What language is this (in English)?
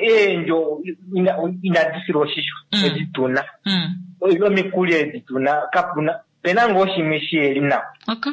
Kuanyama